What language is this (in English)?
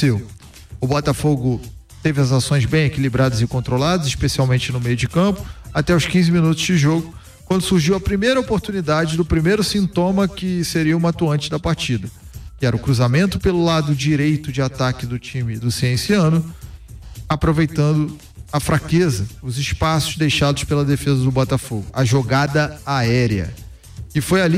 Portuguese